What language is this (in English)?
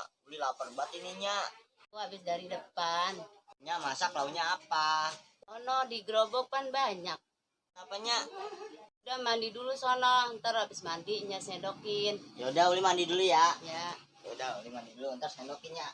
Betawi